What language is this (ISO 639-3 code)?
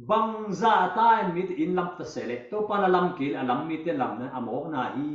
ctd